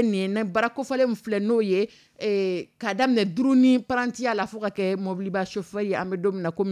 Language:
Dyula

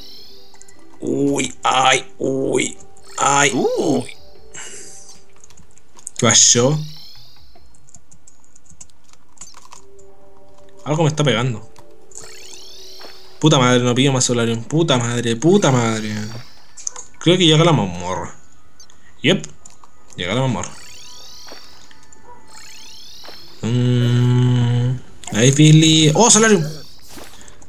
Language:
Spanish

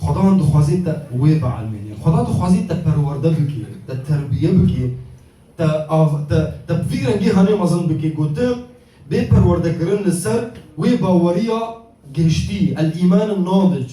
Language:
Kurdish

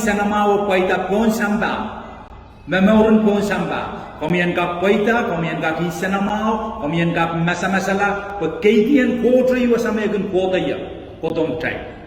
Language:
Pohnpeian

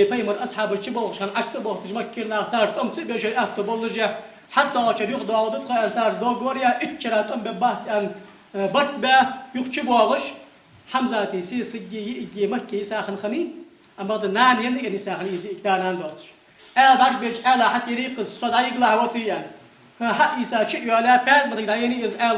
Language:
Ingush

